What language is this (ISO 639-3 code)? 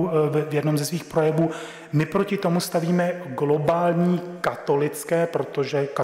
ces